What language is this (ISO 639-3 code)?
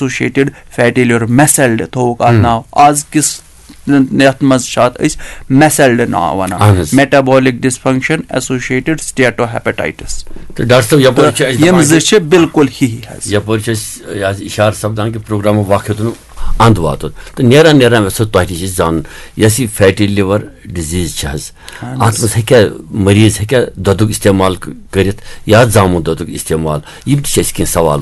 kas